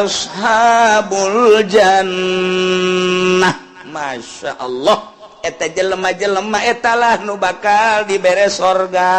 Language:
Sundanese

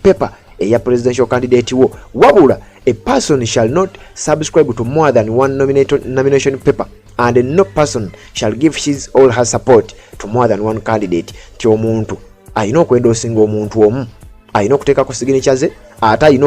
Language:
Ganda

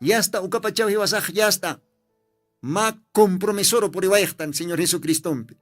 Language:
Aymara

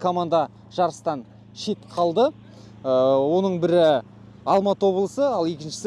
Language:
Kazakh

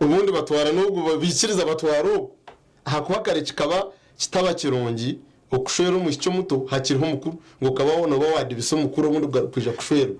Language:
Nyankole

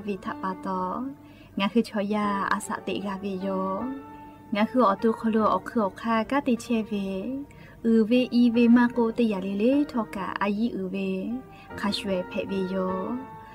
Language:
Lahu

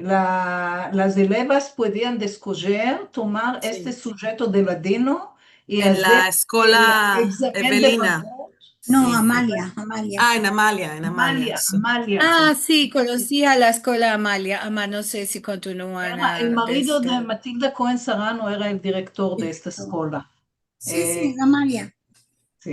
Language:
Ladino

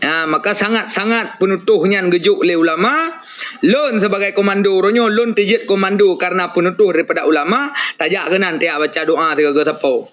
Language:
Achinese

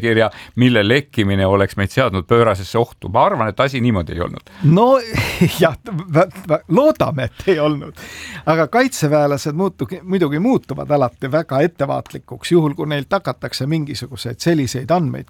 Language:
Estonian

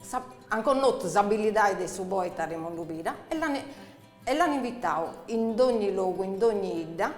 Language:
Sardinian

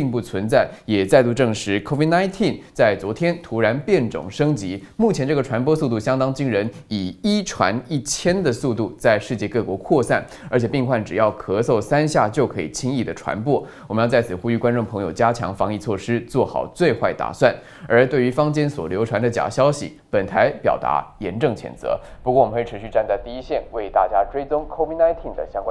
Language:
Chinese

